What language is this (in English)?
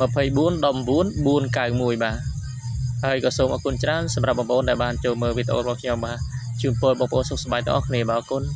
Khmer